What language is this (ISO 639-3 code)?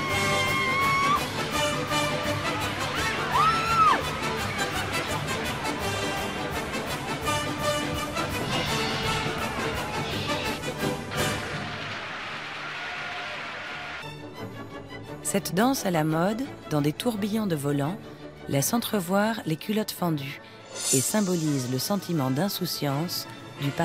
fra